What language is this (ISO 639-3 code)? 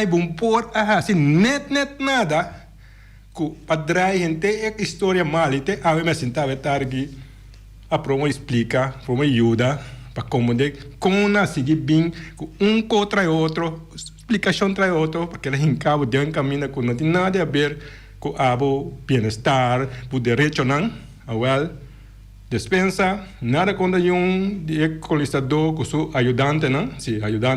pap